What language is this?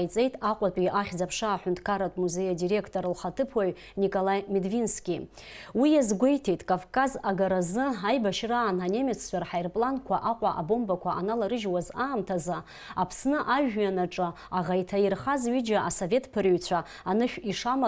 Abkhazian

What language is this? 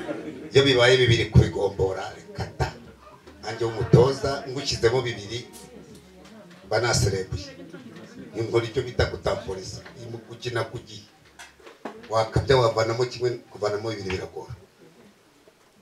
Kinyarwanda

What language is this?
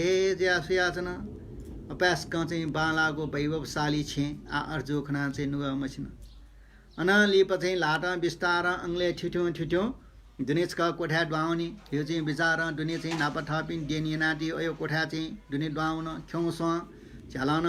Newari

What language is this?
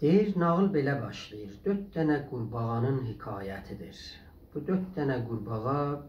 South Azerbaijani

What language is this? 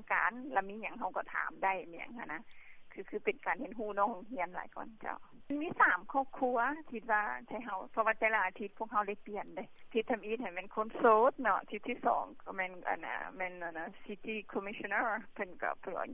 Lao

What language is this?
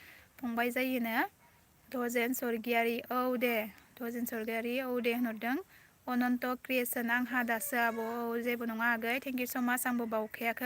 Bodo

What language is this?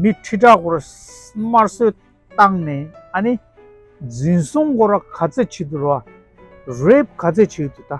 Tibetan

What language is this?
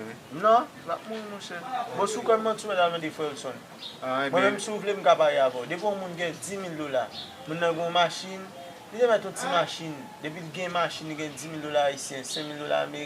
Haitian Creole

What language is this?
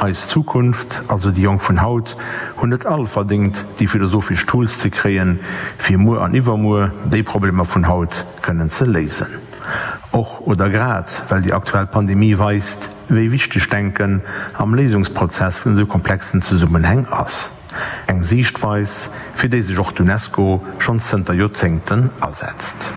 Luxembourgish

